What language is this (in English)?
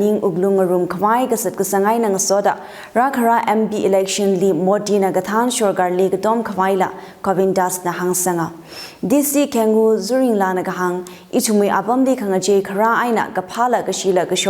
Tangkhul Naga (India)